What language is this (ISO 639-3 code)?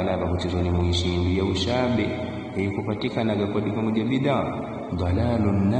yao